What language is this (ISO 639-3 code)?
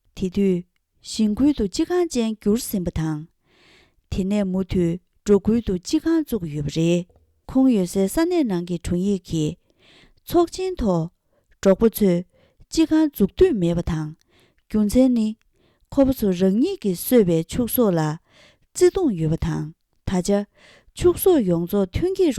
bod